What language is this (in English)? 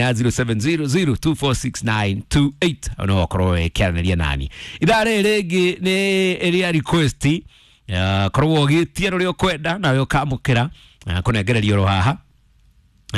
Kikuyu